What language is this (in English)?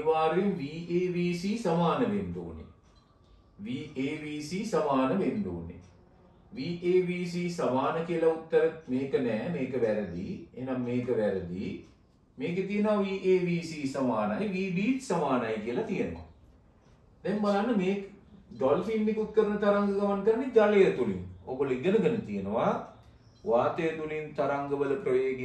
Sinhala